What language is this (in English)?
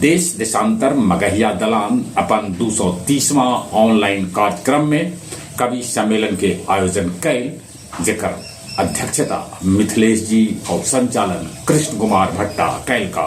Magahi